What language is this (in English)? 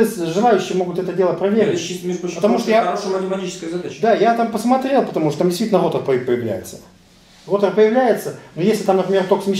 Russian